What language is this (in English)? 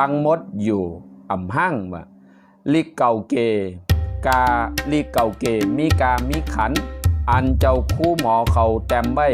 Shan